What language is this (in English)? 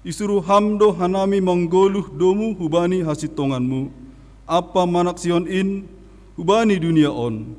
Batak Simalungun